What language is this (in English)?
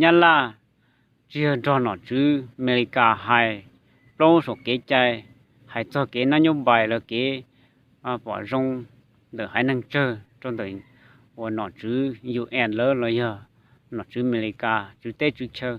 Hmong